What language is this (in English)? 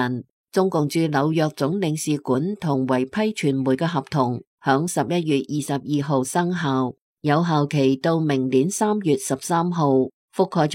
Cantonese